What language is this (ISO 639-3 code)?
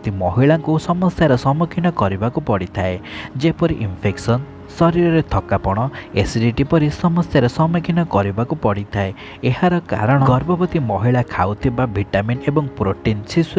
ori